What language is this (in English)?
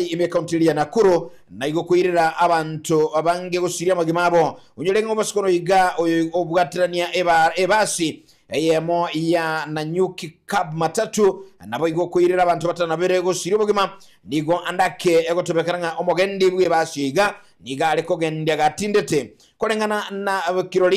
Gusii